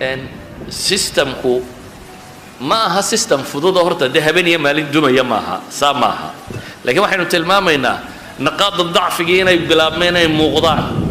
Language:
Somali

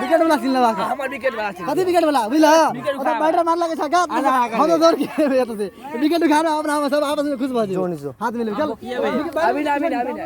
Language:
Maithili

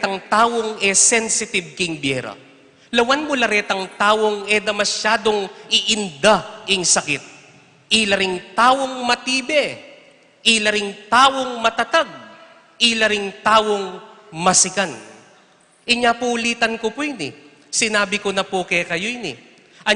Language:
Pampanga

